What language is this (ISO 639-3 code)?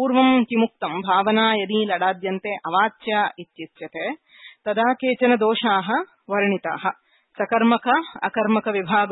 san